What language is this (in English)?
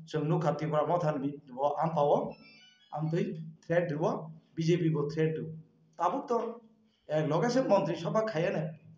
Kok Borok